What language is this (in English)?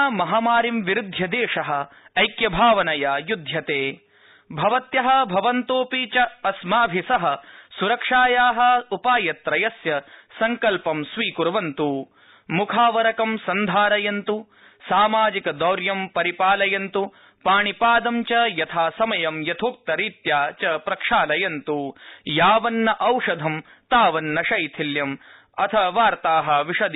Sanskrit